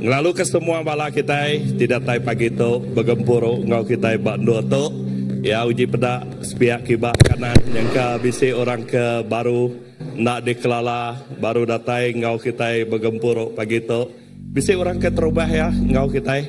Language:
Iban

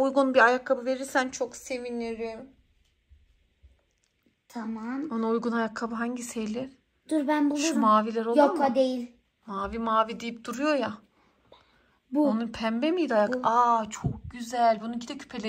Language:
Turkish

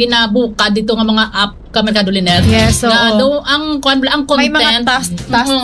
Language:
Hiligaynon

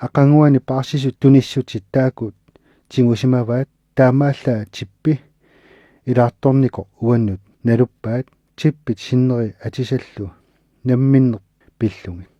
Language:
Kalaallisut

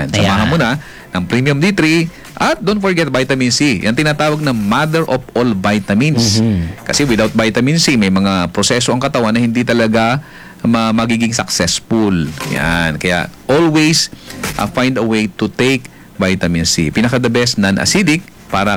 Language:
Filipino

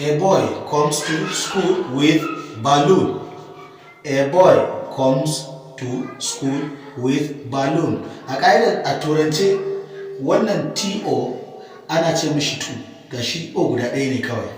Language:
Hausa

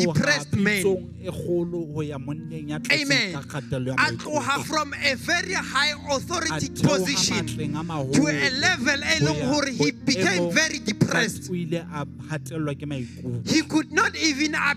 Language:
Southern Sotho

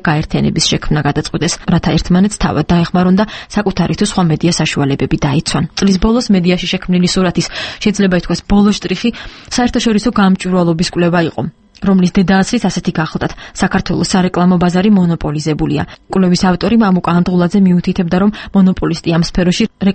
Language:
Georgian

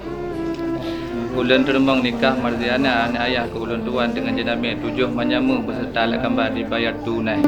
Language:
Achinese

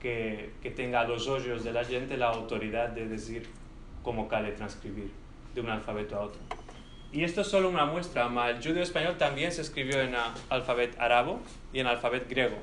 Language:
Ladino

